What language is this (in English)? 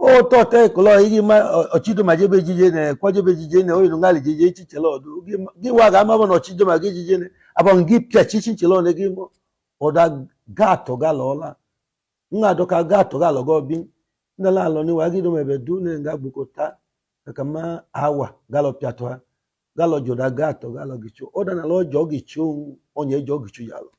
Idoma